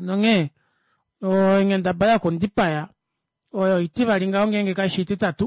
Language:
Kuanyama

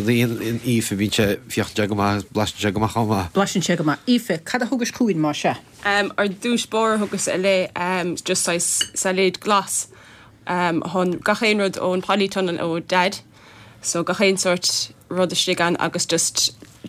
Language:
Irish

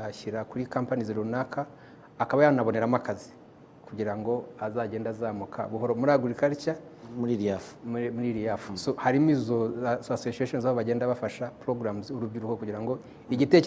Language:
Kinyarwanda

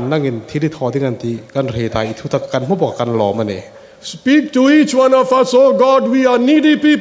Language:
Hmar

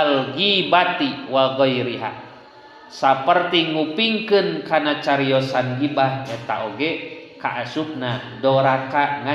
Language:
Sundanese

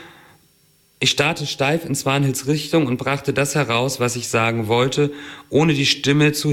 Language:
German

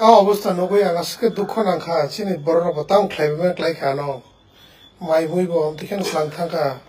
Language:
Kok Borok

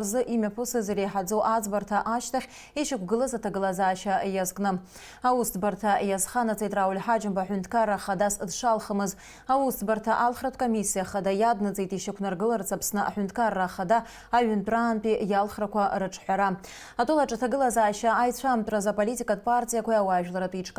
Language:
Abkhazian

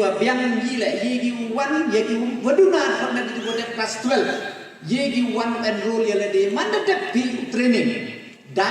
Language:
Pnar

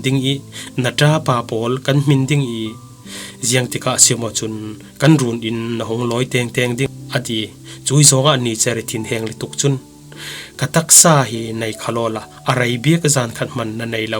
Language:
Falam Chin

